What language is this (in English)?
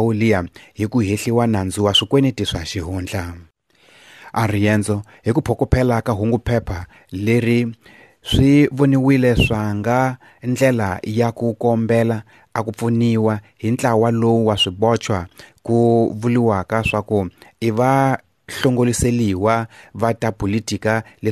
Tsonga